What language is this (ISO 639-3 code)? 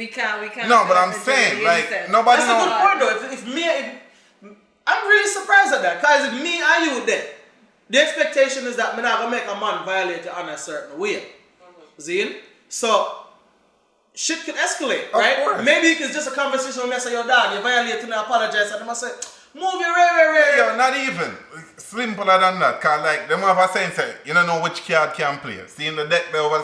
jam